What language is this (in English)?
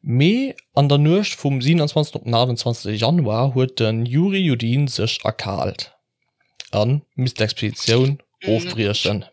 Luxembourgish